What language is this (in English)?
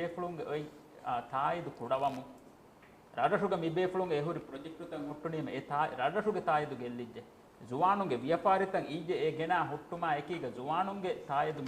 Divehi